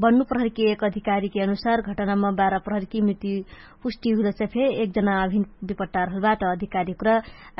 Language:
Dangaura Tharu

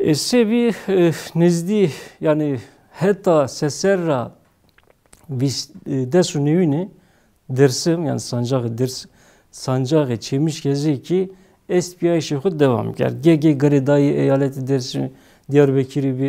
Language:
Zaza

